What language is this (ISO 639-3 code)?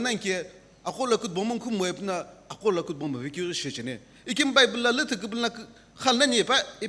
nsm